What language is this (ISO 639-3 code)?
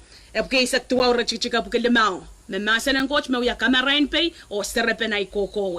pon